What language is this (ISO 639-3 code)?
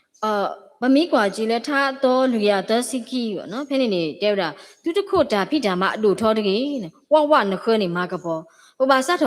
ksw